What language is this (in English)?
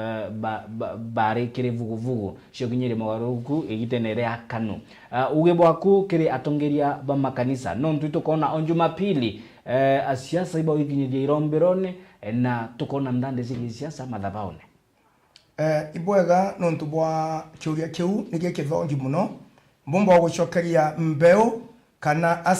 Meru